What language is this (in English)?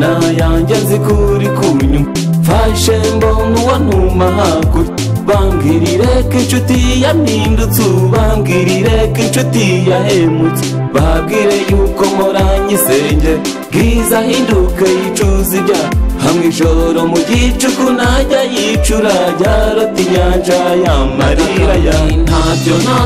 Kinyarwanda